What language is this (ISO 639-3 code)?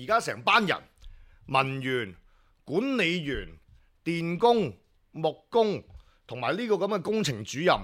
yue